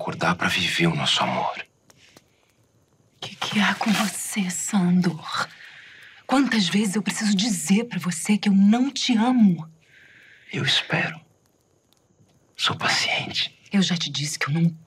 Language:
Portuguese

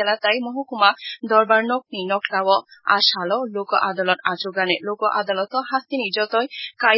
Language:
Kok Borok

